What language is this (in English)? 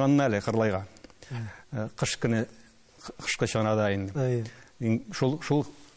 Tatar